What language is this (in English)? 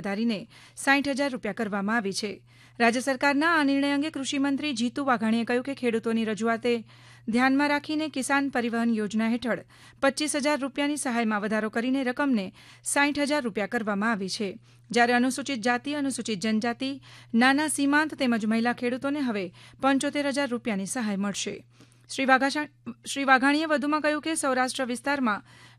Gujarati